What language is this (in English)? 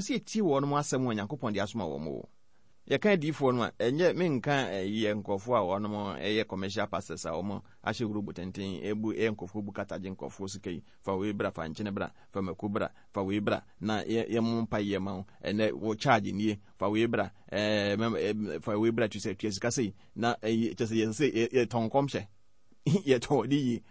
Akan